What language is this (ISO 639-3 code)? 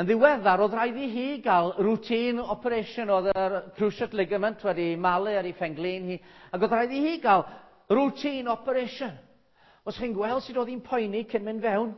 cym